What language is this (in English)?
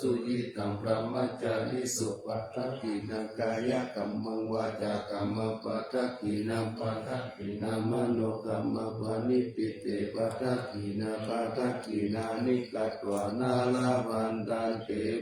Pali